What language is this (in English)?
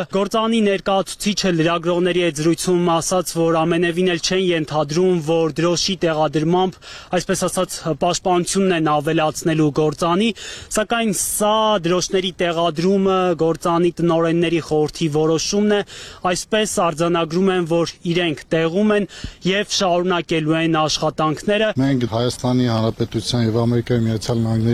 Armenian